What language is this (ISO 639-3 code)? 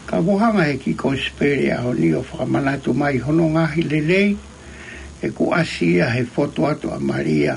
ton